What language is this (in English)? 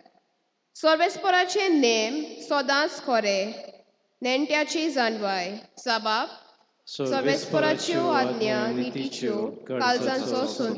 Konkani